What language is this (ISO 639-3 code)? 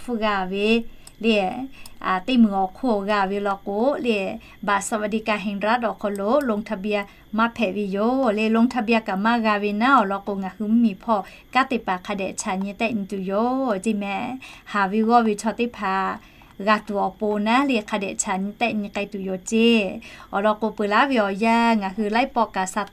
lhu